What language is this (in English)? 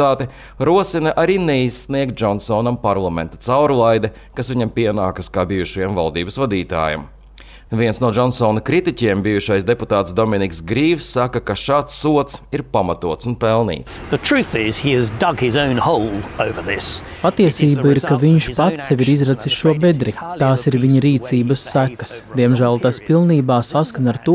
Latvian